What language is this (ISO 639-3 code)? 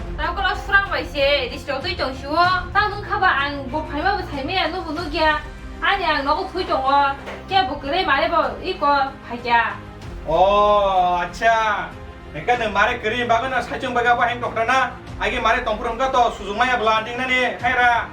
trp